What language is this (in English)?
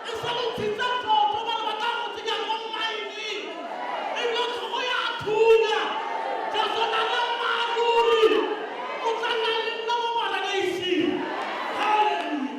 Tswana